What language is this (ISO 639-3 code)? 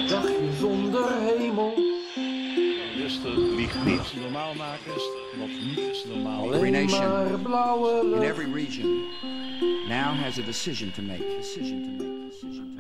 nld